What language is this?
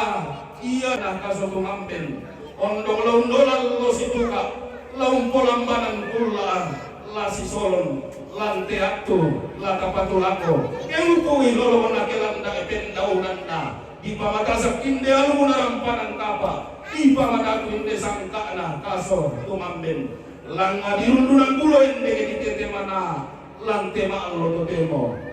Toraja-Sa'dan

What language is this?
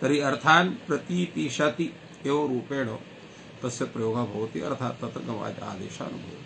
Sanskrit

